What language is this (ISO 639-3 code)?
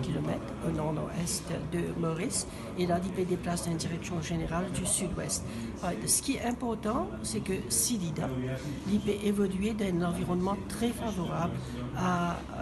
mfe